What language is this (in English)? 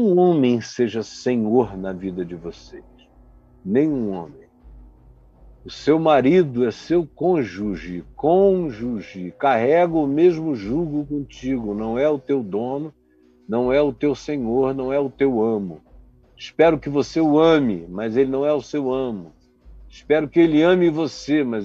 Portuguese